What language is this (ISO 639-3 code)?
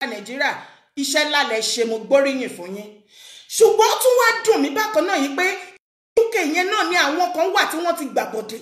yor